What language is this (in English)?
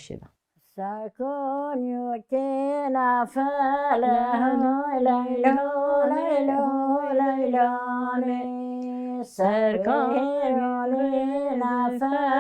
Kurdish